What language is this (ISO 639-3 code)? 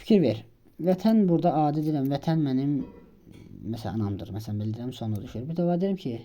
aze